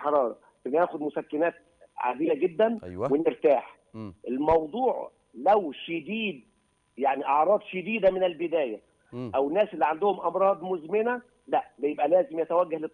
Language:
Egyptian Arabic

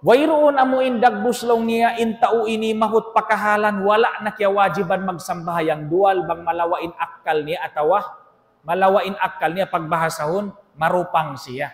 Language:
Tausug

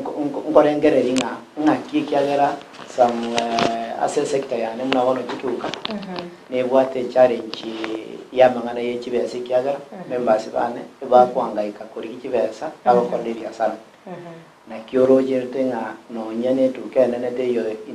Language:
Gusii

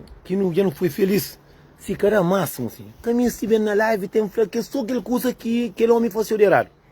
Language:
Kabuverdianu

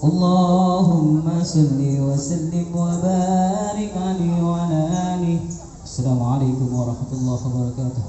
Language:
Betawi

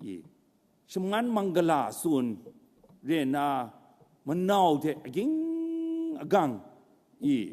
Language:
Kachin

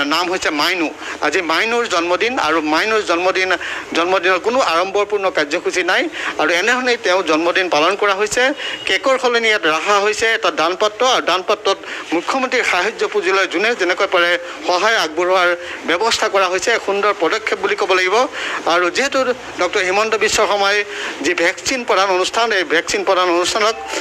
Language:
Assamese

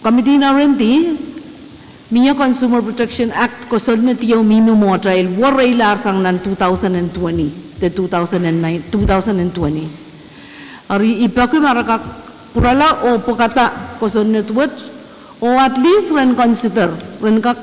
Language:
Pohnpeian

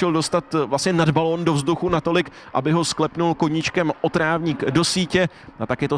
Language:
Czech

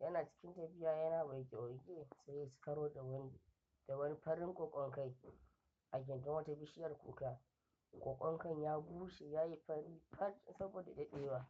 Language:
Hausa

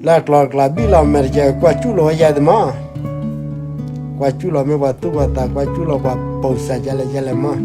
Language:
S'gaw Karen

